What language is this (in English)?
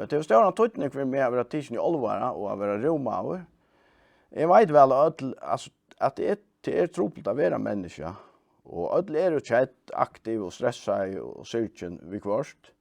Faroese